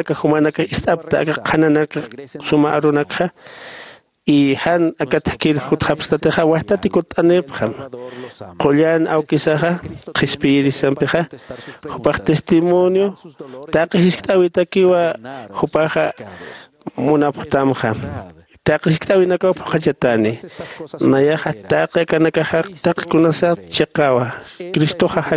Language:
Aymara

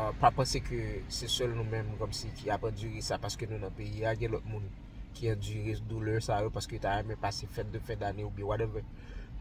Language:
Haitian Creole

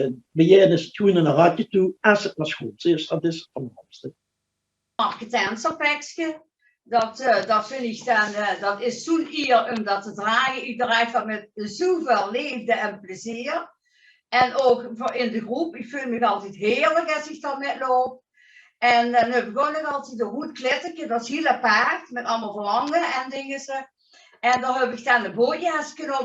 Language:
Limburgish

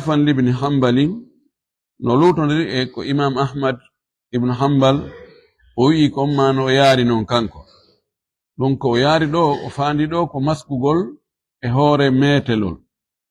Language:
Fula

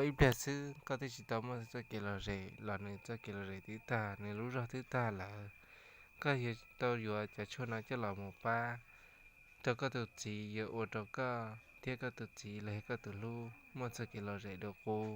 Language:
Hmong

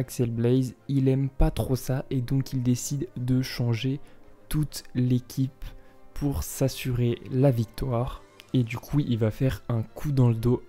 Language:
French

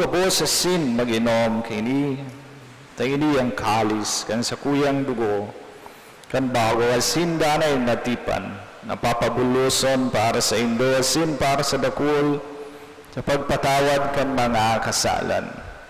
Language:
Bikol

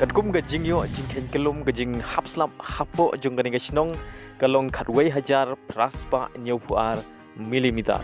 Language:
Khasi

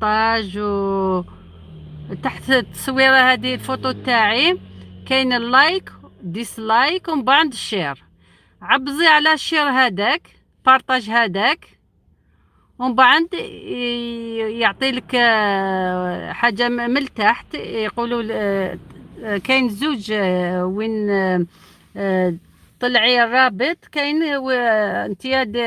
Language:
Algerian Arabic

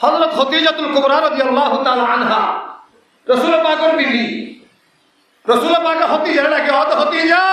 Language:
Rohingya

